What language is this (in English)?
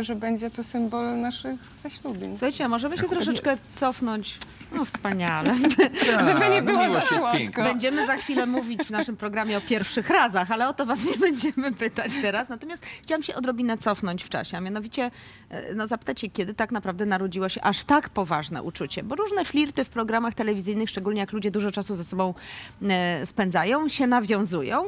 Polish